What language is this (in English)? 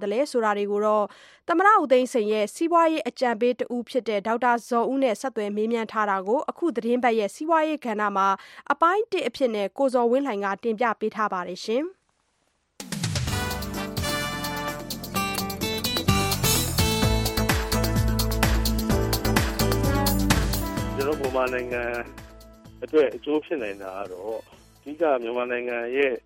Burmese